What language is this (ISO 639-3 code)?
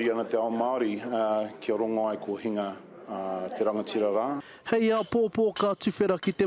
mri